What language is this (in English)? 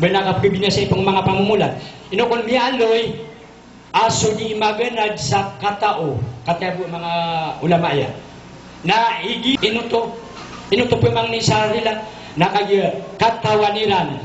Maranao